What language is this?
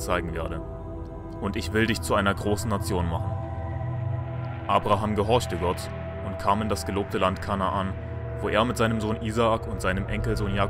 German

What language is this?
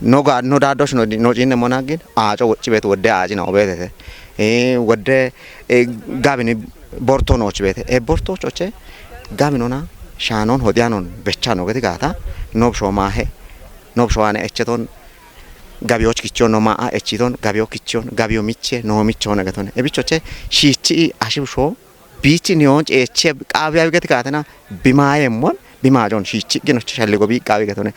Kafa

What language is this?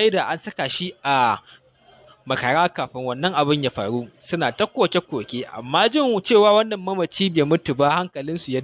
Hausa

